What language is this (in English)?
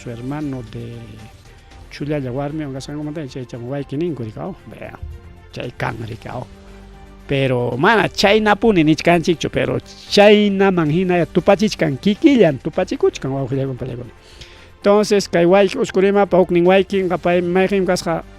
Ayacucho Quechua